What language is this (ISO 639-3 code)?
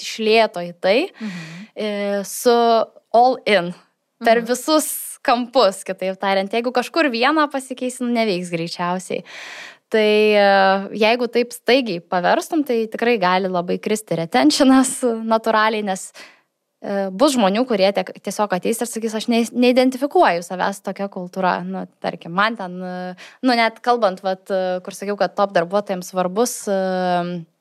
lit